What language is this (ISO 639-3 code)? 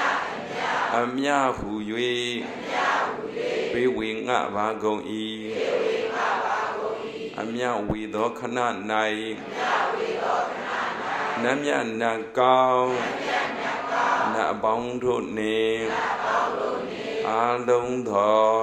mya